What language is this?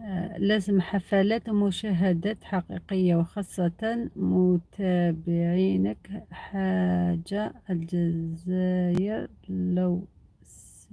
Algerian Arabic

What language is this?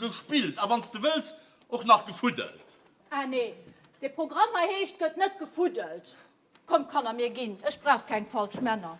Luxembourgish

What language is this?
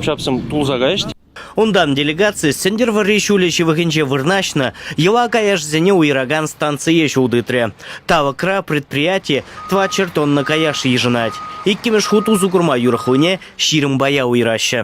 Chuvash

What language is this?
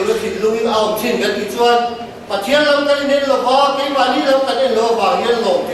Mizo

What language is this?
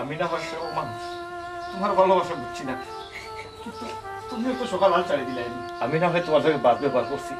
Sylheti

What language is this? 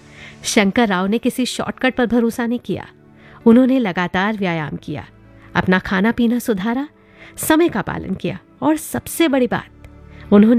Hindi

